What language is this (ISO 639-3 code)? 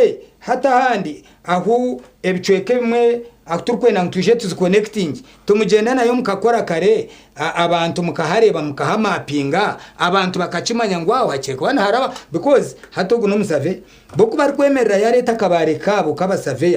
nyn